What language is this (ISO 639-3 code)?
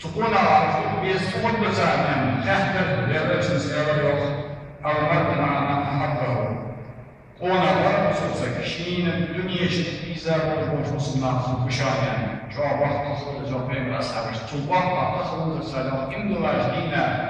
inh